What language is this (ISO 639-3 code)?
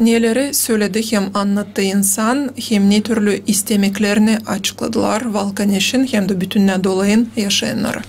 gag